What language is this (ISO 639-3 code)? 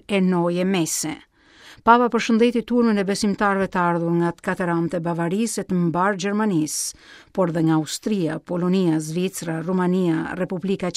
sqi